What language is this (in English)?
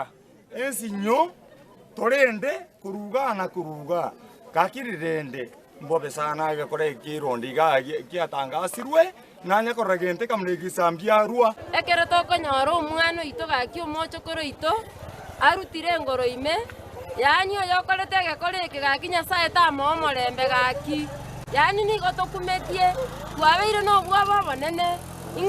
Gusii